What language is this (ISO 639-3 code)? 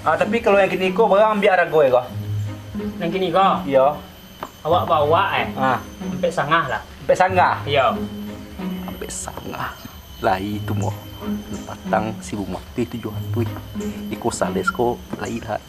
min